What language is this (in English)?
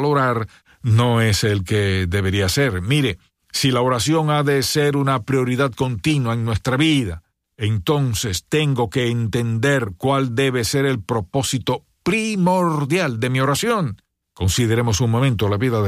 Spanish